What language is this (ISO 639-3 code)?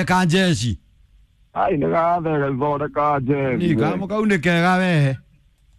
kik